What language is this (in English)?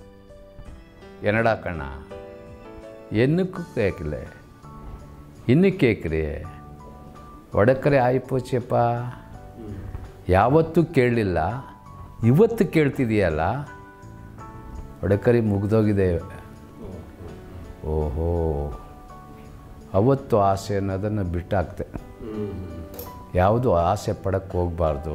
Kannada